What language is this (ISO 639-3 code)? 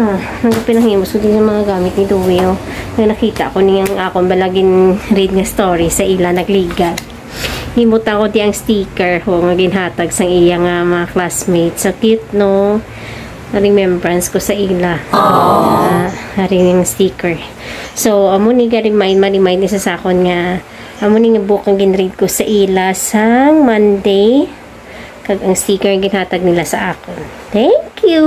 hil